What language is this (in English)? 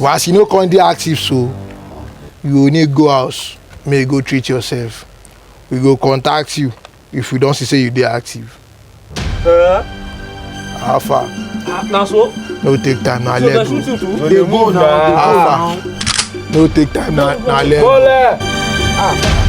Nigerian Pidgin